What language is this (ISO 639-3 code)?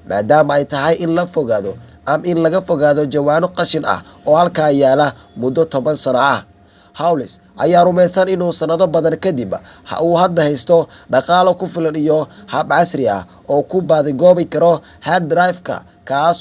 som